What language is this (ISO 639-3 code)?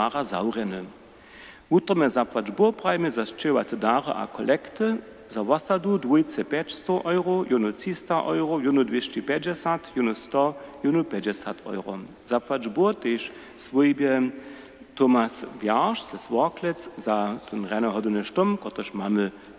hsb